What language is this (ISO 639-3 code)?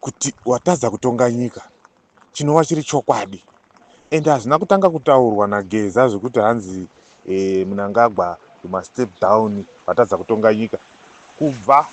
sna